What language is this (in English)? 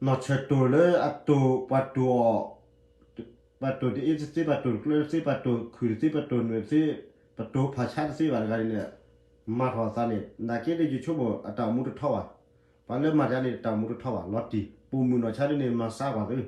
S'gaw Karen